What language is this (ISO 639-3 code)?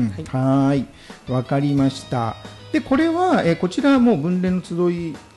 jpn